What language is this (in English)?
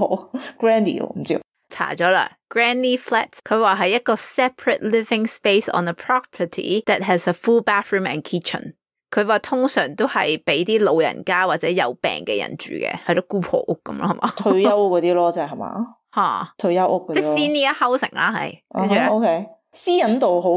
Cantonese